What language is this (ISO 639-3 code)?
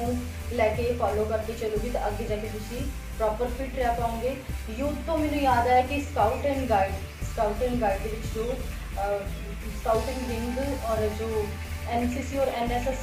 pan